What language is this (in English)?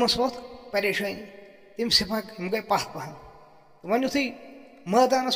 Kashmiri